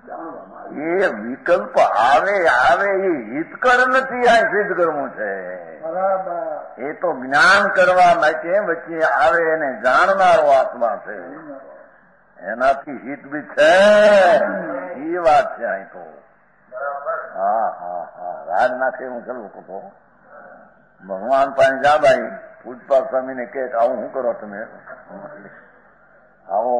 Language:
Gujarati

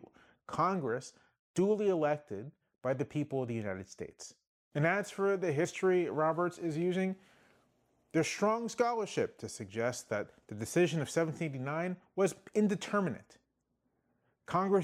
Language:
English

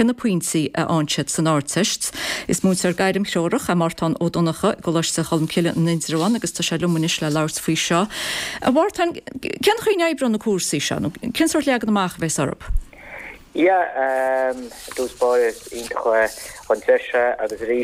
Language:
Irish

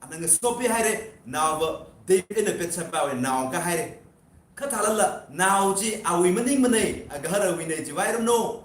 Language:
Tangkhul Naga (India)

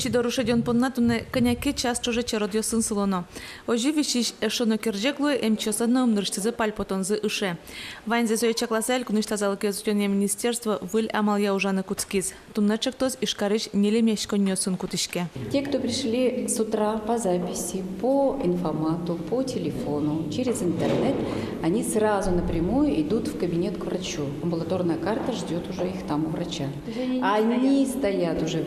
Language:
Udmurt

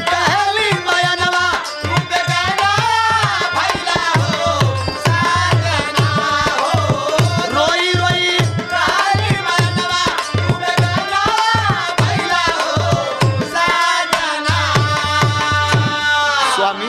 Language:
Bhojpuri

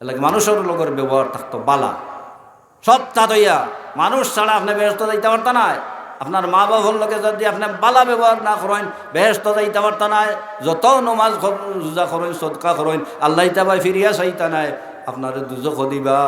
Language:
Sylheti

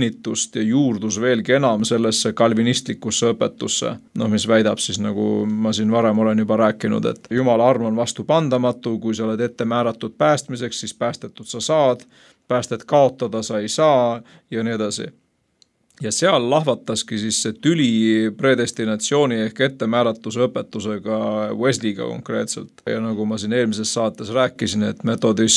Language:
Estonian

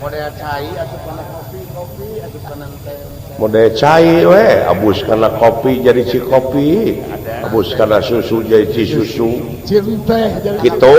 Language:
Sundanese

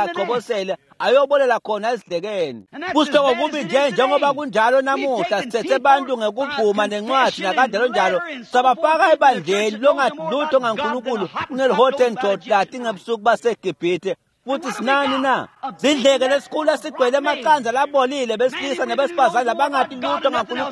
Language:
Swati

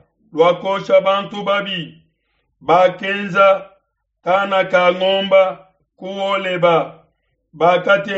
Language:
Luba-Lulua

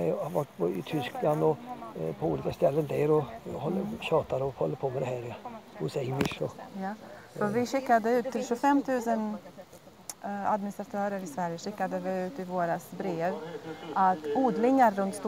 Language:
Swedish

